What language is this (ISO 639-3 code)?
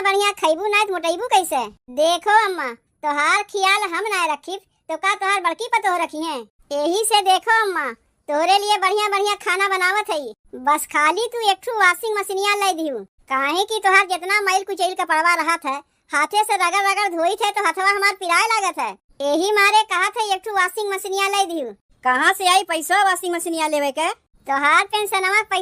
awa